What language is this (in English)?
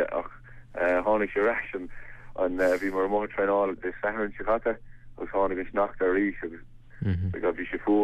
Irish